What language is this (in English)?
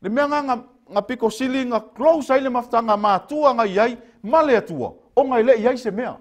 Samoan